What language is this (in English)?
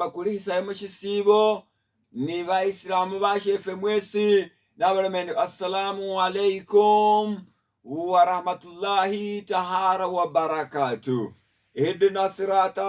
Masaaba